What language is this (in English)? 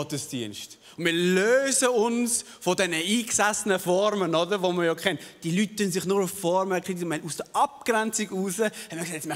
Swiss German